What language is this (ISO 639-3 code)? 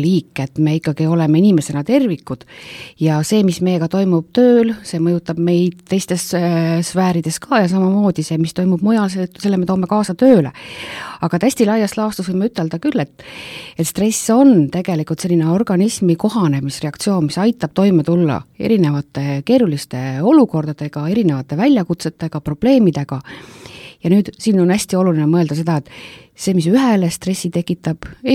est